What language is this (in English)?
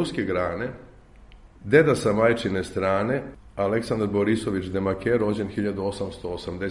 Serbian